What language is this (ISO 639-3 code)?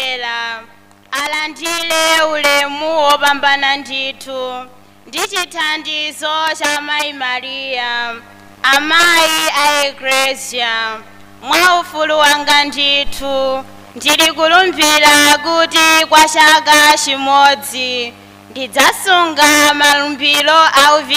nya